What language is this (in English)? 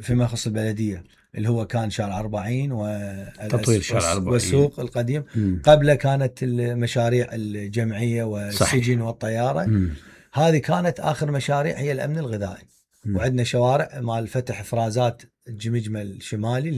Mesopotamian Arabic